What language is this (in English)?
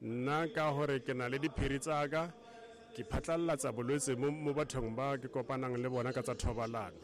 Tswana